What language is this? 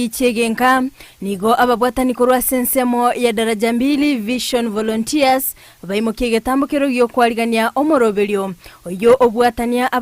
Gusii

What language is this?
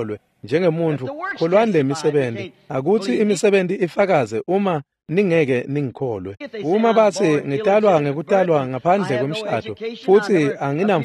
Swati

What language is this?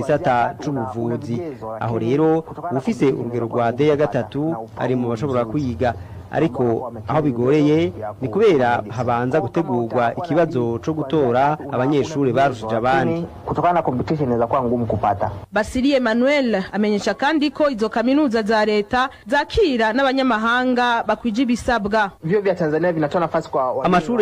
Rundi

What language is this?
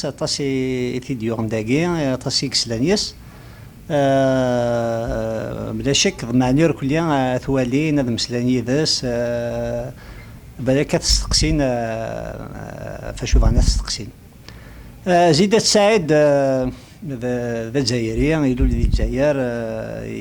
Kabyle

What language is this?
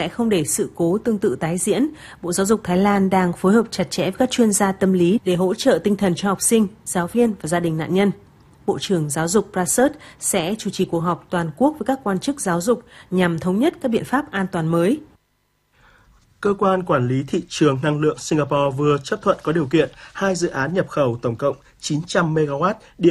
Vietnamese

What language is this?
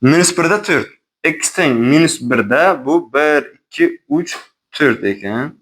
Uzbek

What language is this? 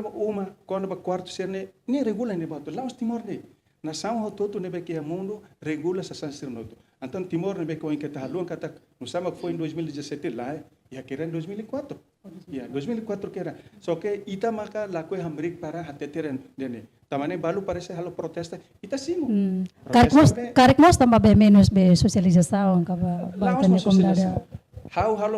Tetum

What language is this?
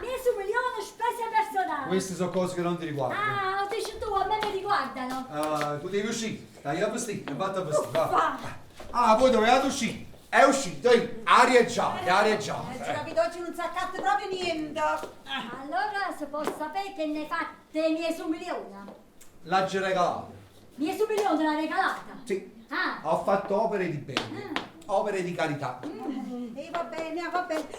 Neapolitan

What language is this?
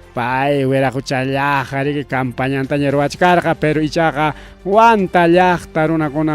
Ayacucho Quechua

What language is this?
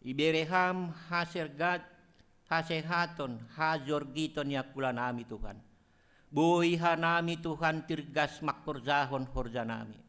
Batak Simalungun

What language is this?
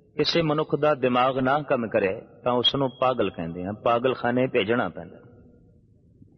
Punjabi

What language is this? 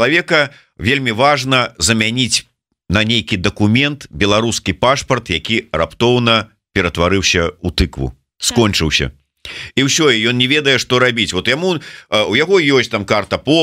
Belarusian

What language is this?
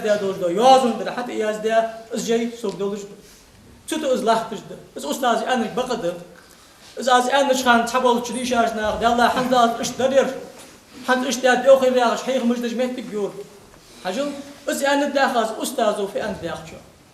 Ingush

